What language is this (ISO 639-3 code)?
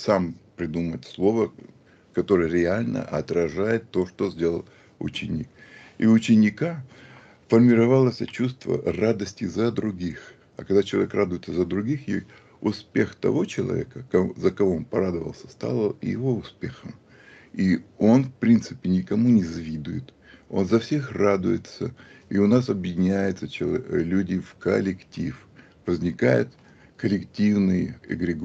rus